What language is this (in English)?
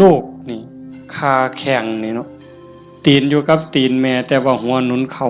Northeastern Thai